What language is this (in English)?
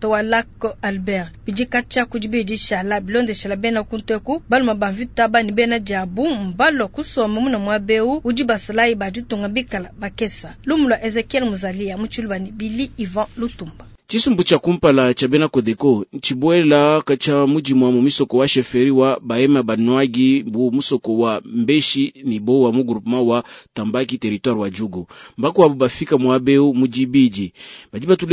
Luba-Lulua